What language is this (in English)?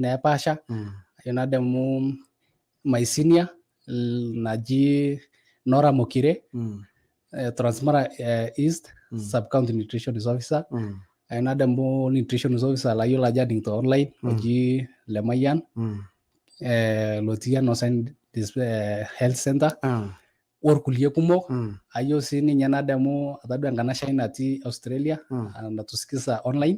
Masai